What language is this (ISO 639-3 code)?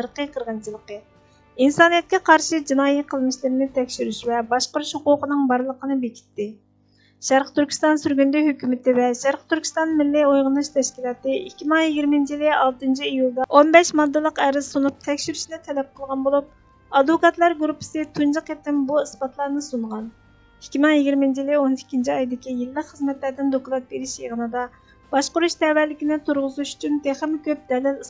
uig